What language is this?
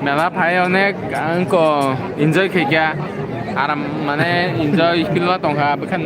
Kok Borok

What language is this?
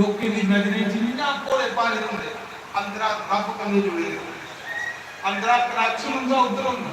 Dogri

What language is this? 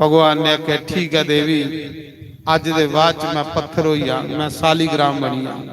Dogri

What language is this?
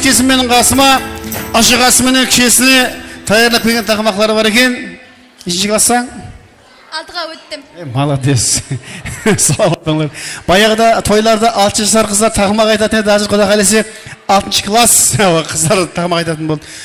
Kara-Kalpak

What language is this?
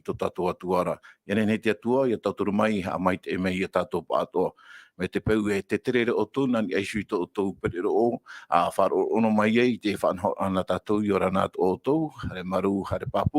Tahitian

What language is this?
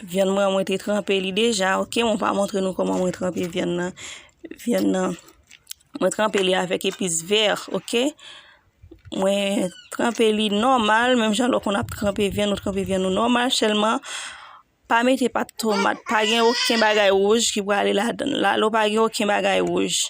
Haitian Creole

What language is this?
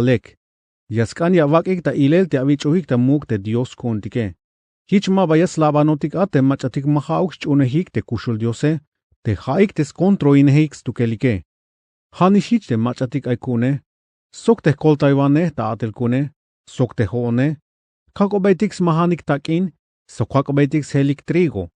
Tzeltal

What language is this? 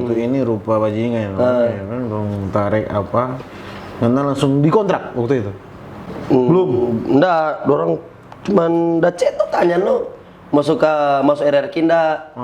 Manado Malay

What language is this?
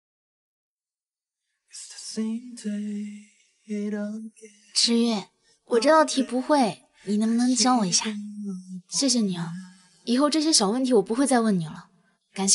Chinese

